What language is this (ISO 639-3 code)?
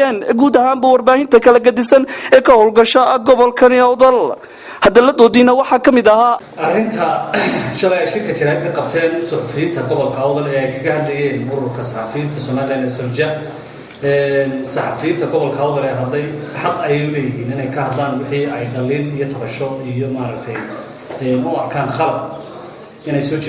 som